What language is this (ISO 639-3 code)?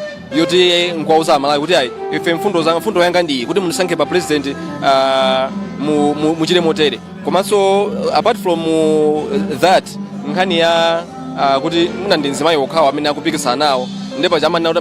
nya